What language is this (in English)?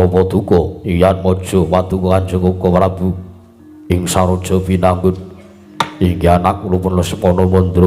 Javanese